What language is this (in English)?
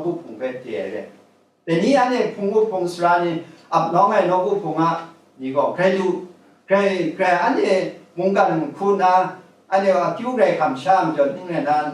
Kachin